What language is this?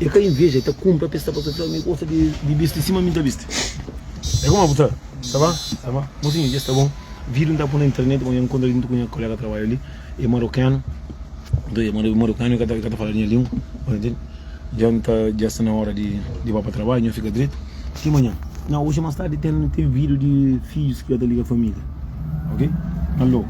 Kabuverdianu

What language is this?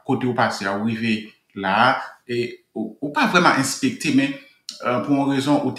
Haitian Creole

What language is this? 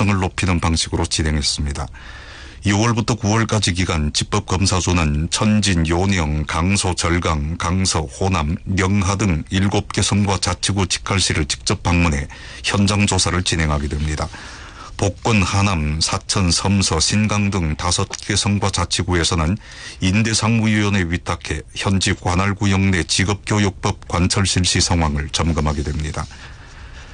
Korean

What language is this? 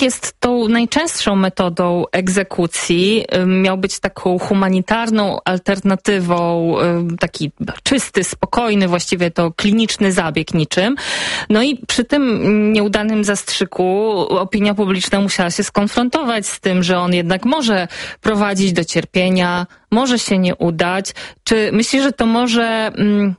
Polish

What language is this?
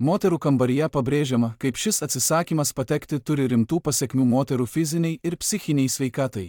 Lithuanian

